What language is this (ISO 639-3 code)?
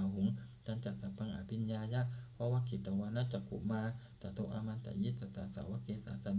pli